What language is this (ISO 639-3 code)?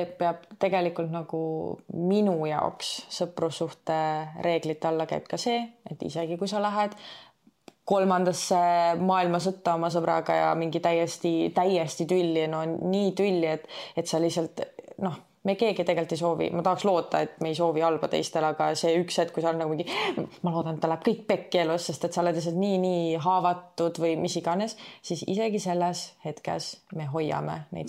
est